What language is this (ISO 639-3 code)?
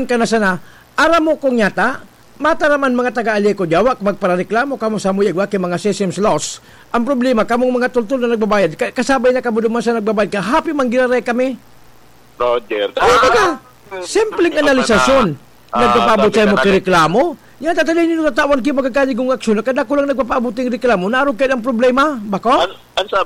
bik